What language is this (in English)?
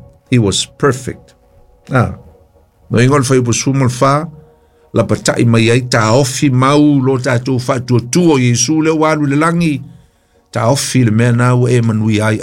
Samoan